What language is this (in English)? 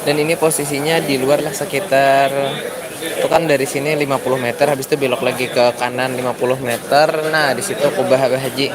Banjar